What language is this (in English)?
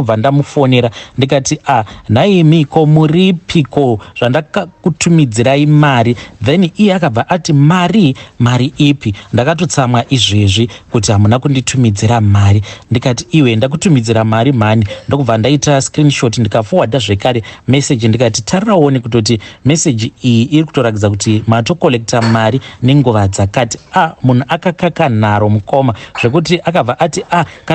Shona